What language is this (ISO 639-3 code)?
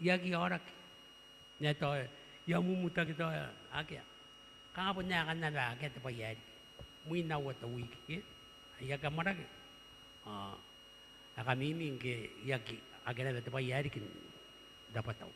gil